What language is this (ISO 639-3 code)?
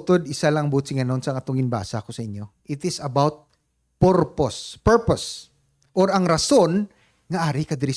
hil